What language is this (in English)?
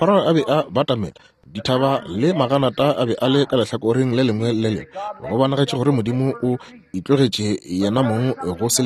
Northern Sotho